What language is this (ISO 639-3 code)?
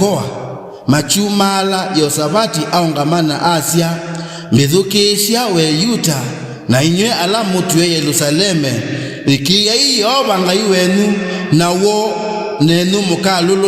kam